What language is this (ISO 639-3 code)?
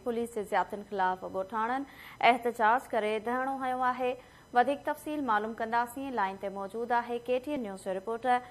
snd